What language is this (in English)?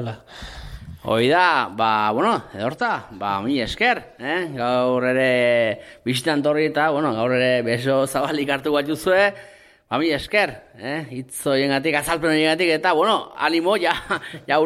Basque